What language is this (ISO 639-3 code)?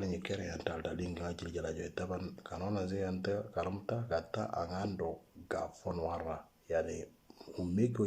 mor